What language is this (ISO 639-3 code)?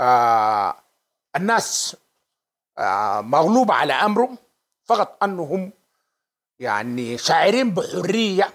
apd